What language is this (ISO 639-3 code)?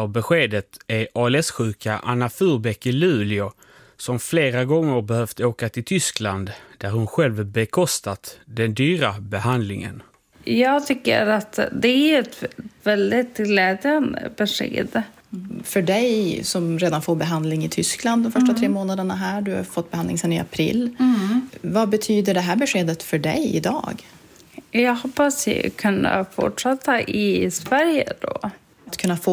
swe